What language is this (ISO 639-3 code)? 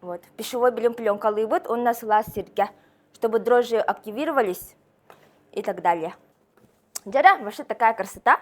sah